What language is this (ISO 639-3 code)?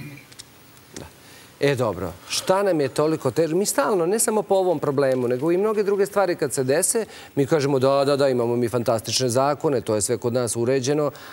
srp